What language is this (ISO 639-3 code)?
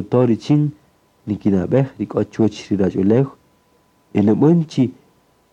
cak